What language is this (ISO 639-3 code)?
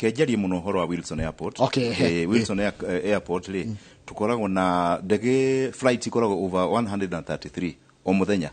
kik